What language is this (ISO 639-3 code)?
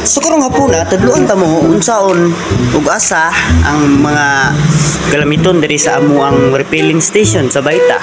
ceb